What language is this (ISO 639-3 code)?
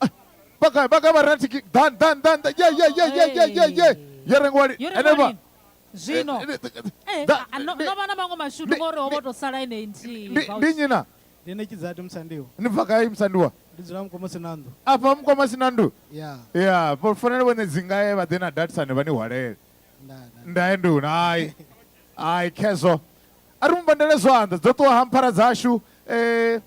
ven